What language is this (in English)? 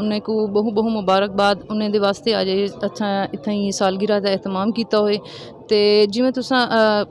Saraiki